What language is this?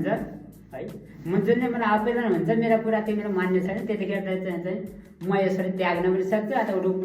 Nepali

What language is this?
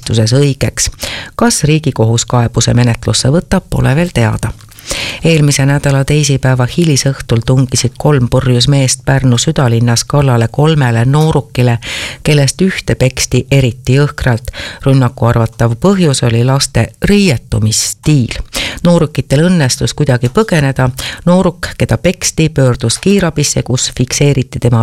Estonian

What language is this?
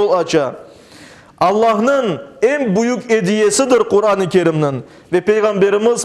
Crimean Tatar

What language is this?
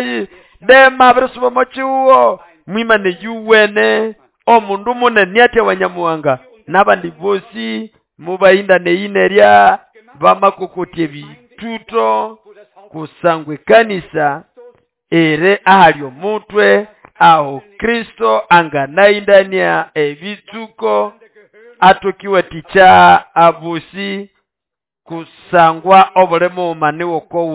Nande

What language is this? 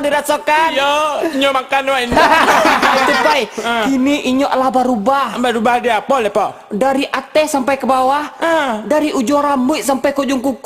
Minangkabau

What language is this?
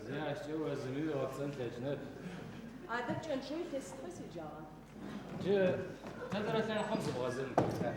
Adyghe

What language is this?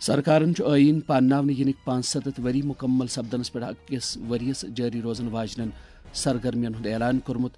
Kashmiri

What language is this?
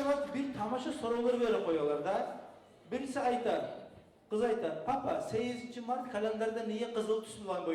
Kumyk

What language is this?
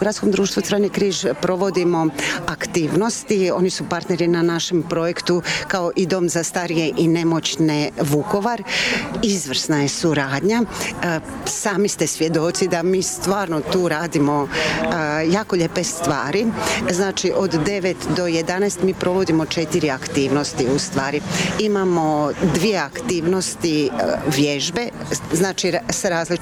Croatian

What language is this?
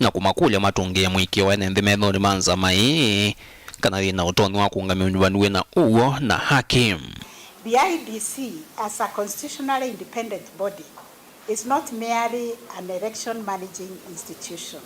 Kamba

